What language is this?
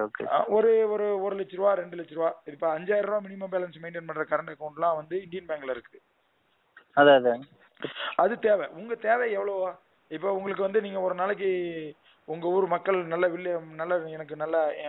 Tamil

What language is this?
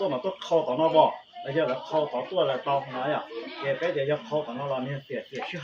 Hmong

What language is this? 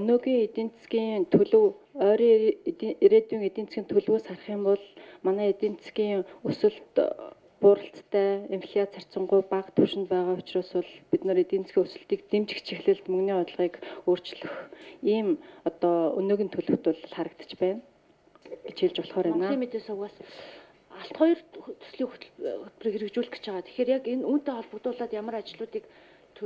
Mongolian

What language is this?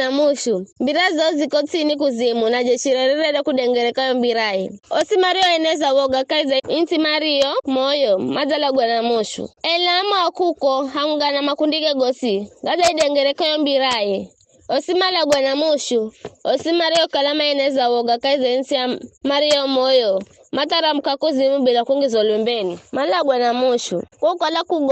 Giryama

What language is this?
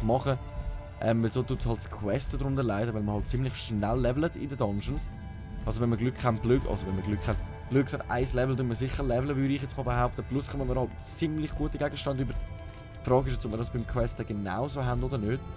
Swiss German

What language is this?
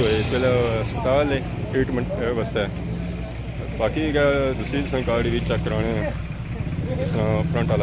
Pahari-Potwari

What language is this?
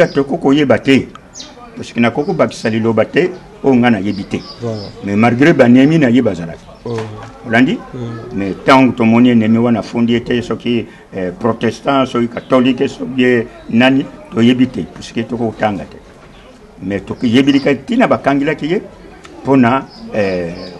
Lingala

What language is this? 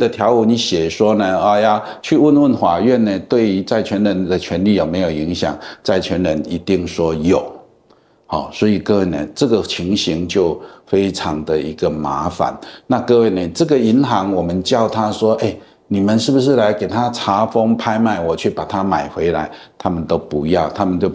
Chinese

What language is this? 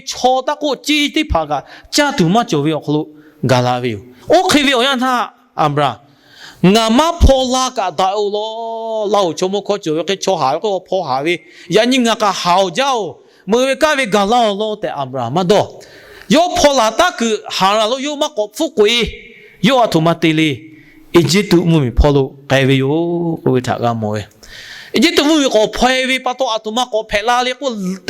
Lahu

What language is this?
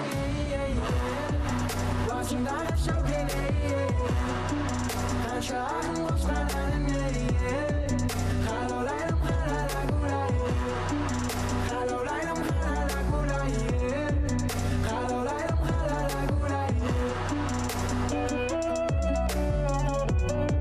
Kazakh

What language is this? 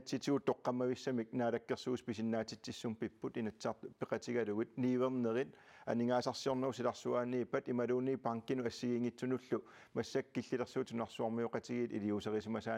Kalaallisut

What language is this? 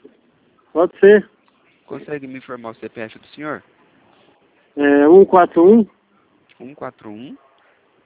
Portuguese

